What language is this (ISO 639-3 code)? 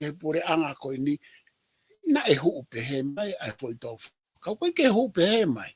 ton